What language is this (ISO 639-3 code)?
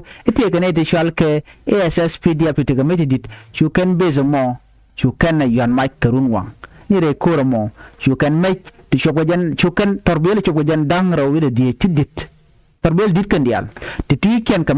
nus